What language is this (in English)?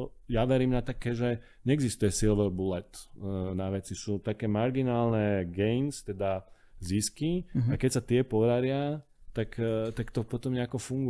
Slovak